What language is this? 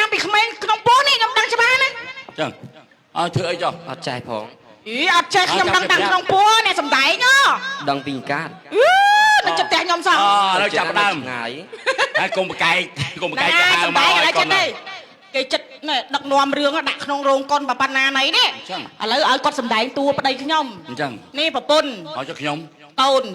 Khmer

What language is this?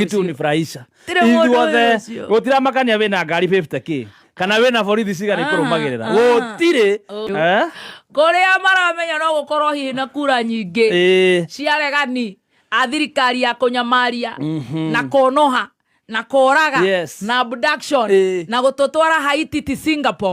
Kikuyu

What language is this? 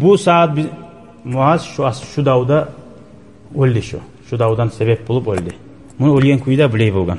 Kumyk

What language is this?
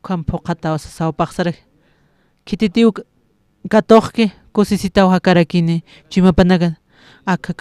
Aymara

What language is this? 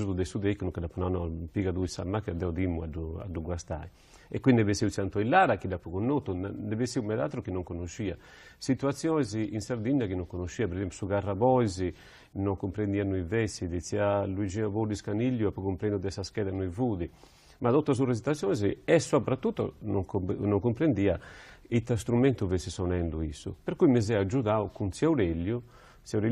Sardinian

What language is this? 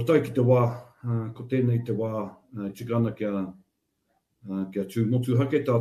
Māori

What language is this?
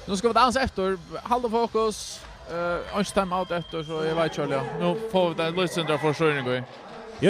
Faroese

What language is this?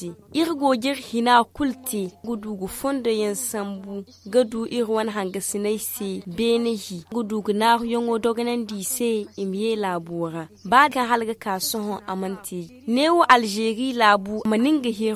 Zarma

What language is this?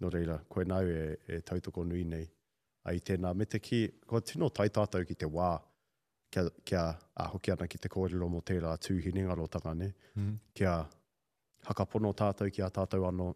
Māori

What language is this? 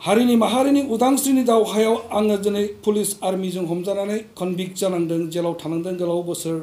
Bodo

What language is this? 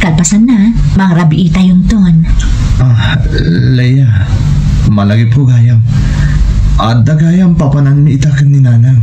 Iloko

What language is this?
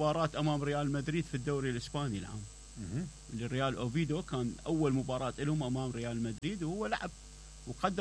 Mesopotamian Arabic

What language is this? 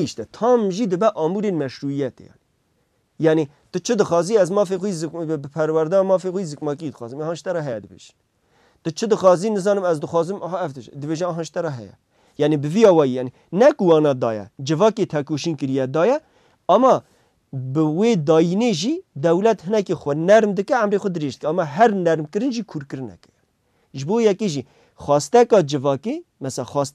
Kurdish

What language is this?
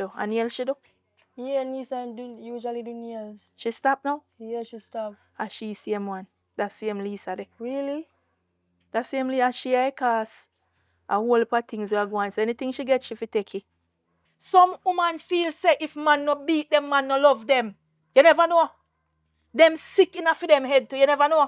Jamaican Creole English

